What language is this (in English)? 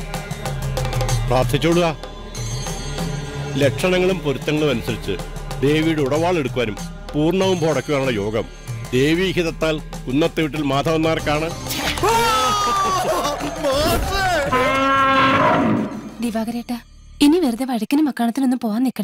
Malayalam